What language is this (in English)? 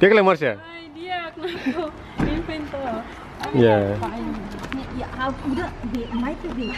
Tetum